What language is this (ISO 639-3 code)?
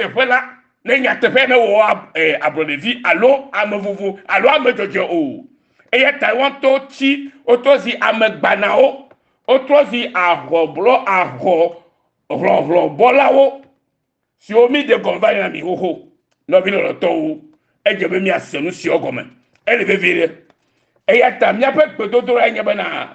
ewe